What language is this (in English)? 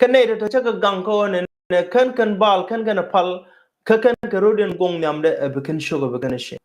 Nuer